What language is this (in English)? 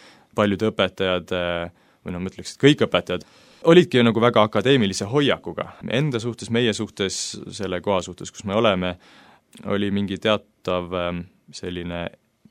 Estonian